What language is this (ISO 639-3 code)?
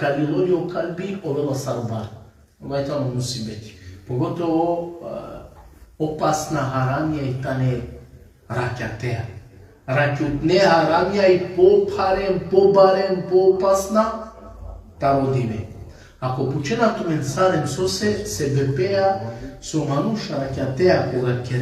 rmn